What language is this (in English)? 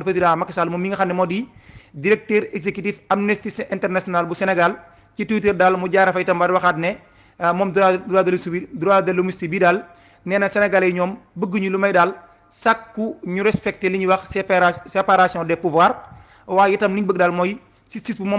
Wolof